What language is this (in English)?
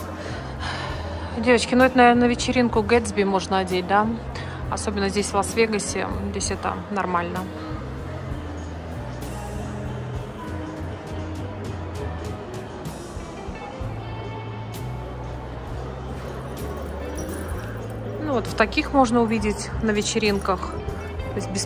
Russian